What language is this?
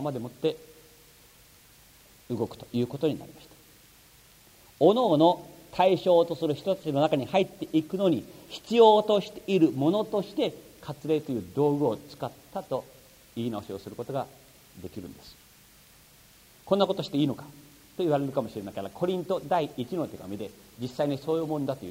Japanese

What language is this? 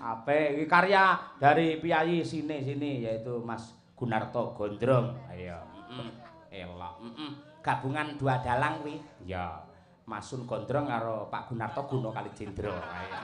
Javanese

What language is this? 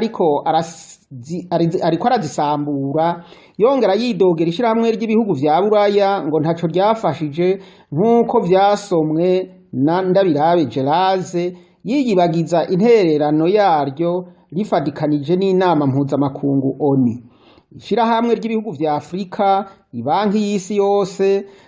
Rundi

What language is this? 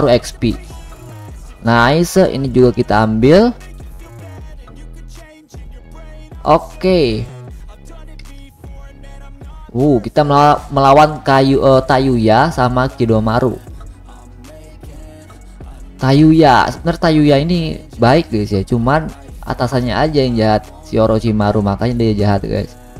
Indonesian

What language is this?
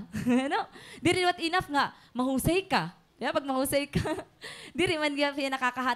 Waray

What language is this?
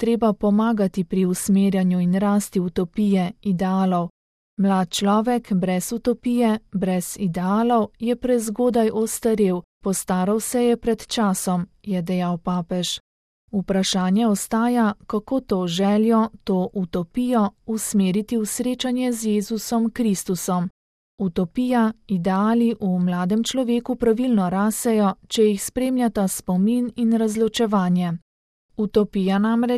Slovenian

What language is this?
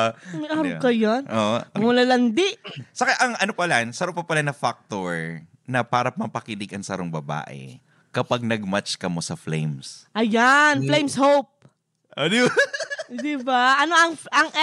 Bikol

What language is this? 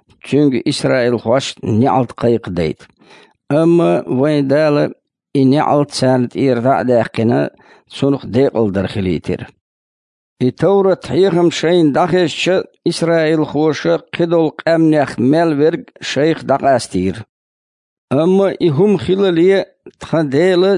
Chechen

